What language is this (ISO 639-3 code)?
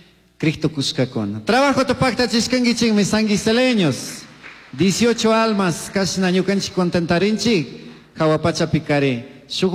qug